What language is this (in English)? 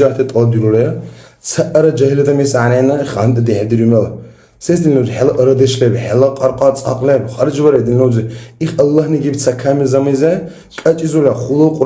Dargwa